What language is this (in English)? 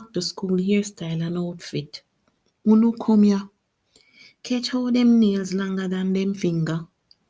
Jamaican Creole English